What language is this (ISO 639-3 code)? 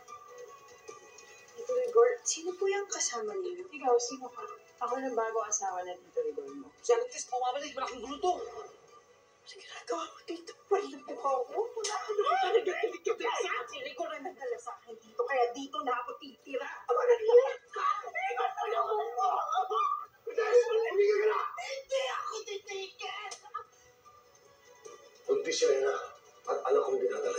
fil